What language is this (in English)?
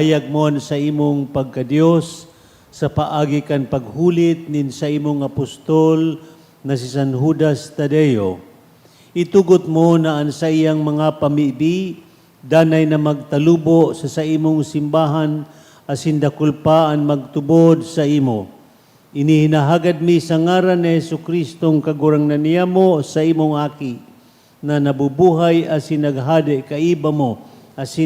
Bikol